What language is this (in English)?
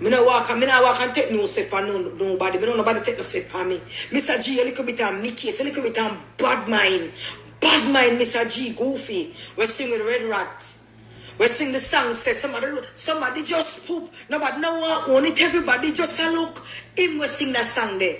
Jamaican Creole English